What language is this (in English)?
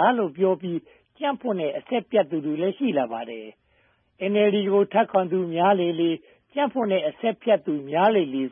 Burmese